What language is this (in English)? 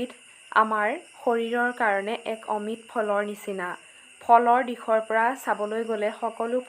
Assamese